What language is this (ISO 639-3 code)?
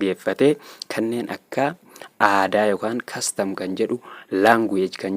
orm